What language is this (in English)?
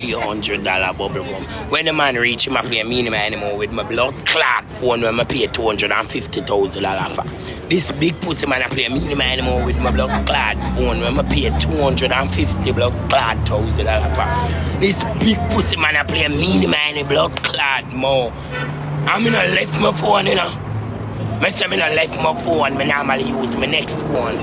Jamaican Creole English